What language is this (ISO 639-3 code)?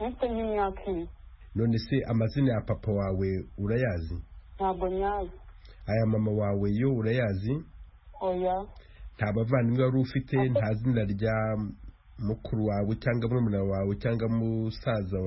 kin